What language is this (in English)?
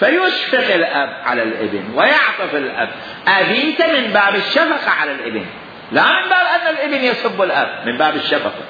Mesopotamian Arabic